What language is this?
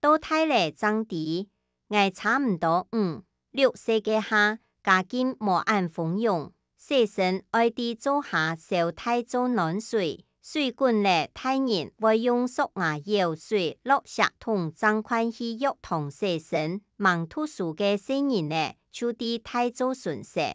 Hakka Chinese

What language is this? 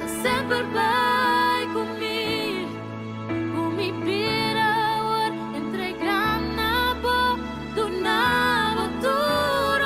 Papiamento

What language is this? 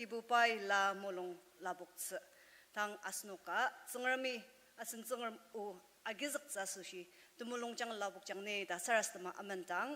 Ao Naga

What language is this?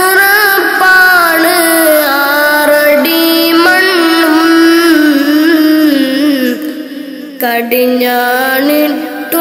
Malayalam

